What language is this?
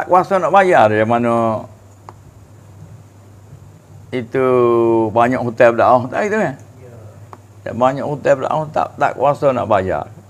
Malay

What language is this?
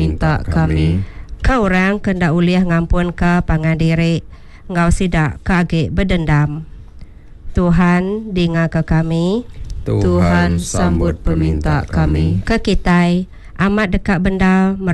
Iban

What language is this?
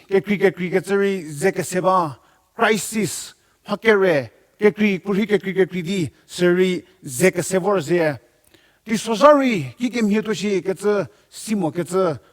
Angami Naga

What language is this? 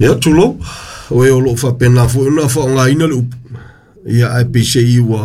Samoan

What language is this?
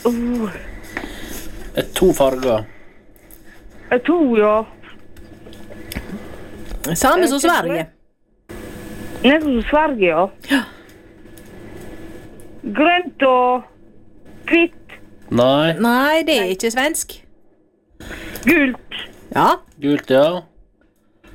Norwegian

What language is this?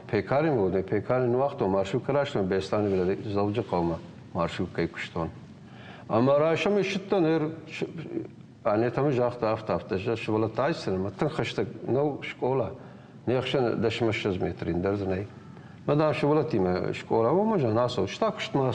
Ossetic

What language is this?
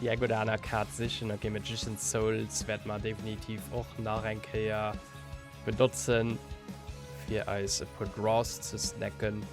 Luxembourgish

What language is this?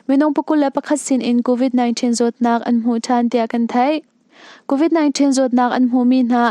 Hakha Chin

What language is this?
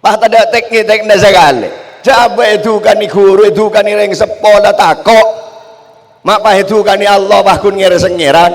Madurese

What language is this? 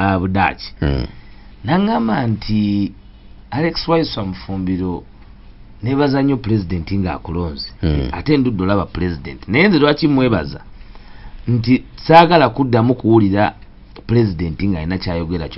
Ganda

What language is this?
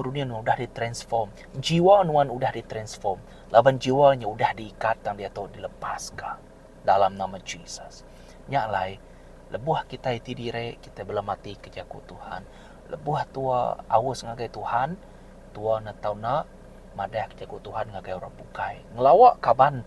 Iban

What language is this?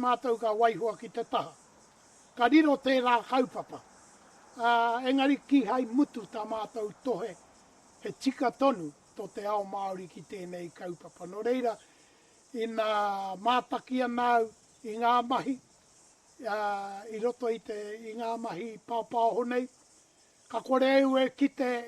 Māori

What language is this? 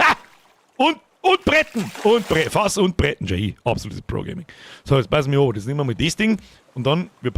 Bavarian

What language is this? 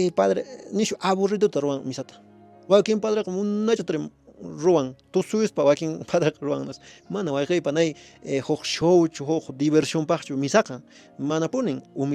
Quechua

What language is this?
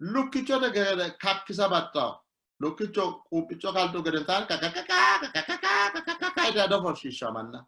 Sidamo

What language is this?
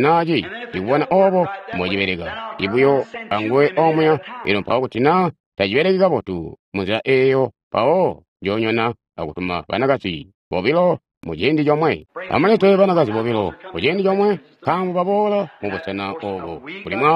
Tonga (Zambia)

